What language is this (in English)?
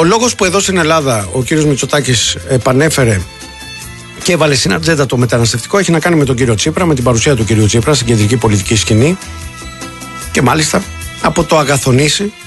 Greek